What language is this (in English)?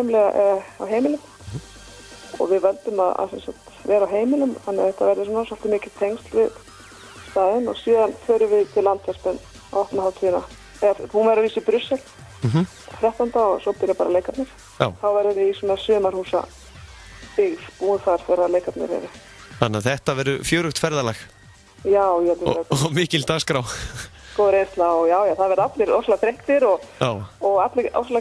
Icelandic